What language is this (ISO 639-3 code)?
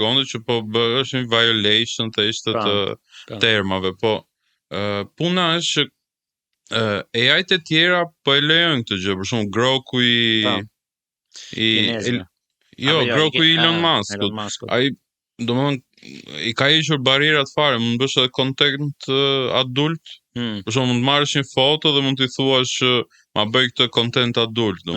sqi